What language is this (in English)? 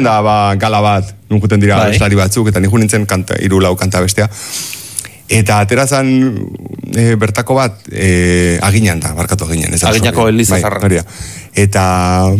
Basque